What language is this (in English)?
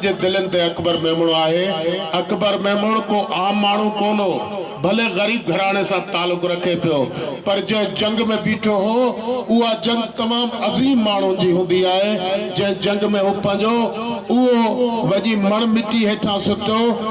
Sindhi